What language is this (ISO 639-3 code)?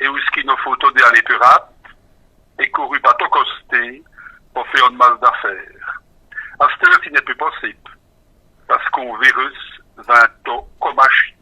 wln